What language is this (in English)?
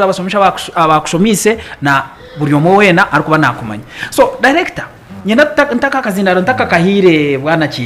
Nyankole